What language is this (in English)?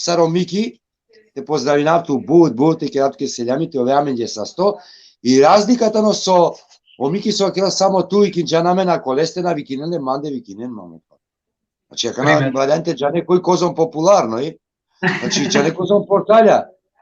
Balkan Romani